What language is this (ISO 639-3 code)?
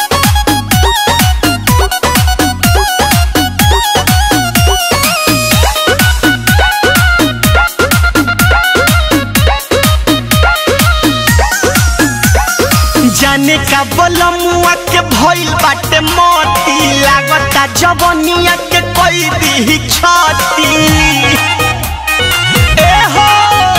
bho